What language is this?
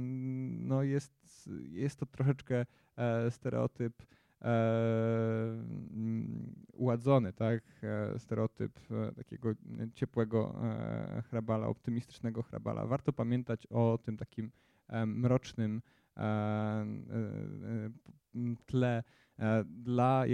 Polish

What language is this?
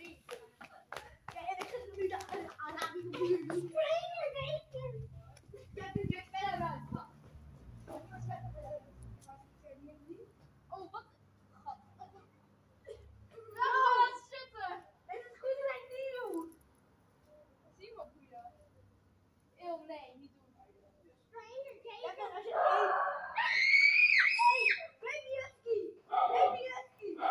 Dutch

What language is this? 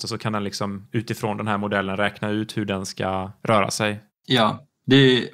Swedish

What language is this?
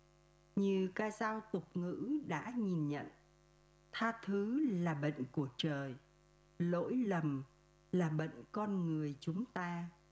Vietnamese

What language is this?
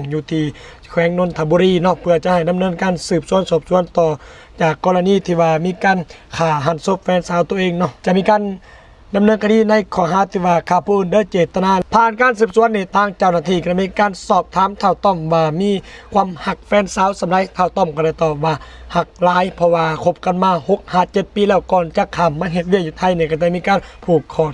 Lao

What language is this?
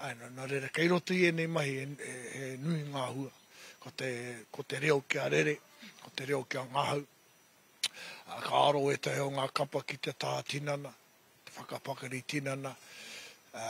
Māori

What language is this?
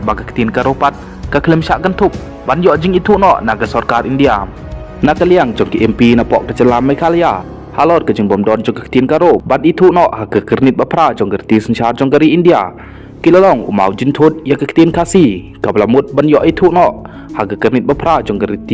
Khasi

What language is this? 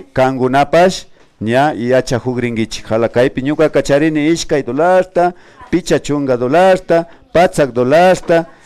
Imbabura Highland Quichua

